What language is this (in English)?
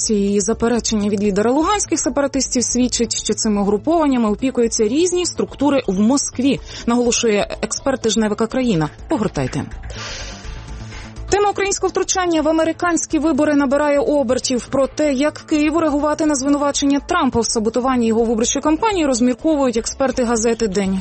Ukrainian